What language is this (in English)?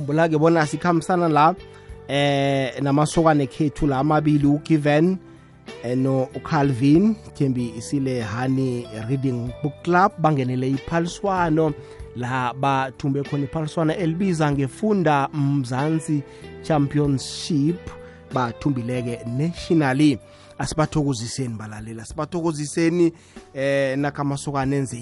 South Ndebele